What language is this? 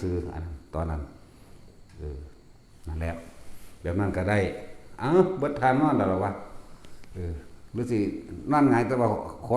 Northeastern Thai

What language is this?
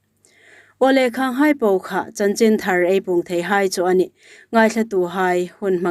Hmar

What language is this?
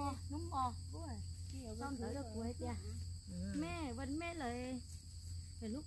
Hmong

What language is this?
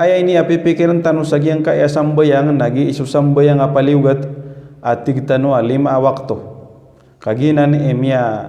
Maranao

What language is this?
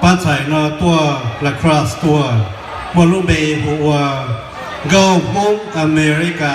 Hmong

